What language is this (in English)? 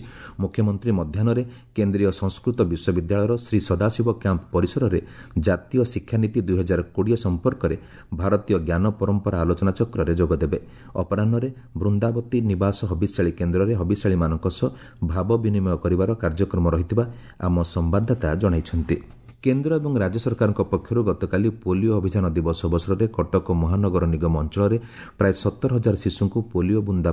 Odia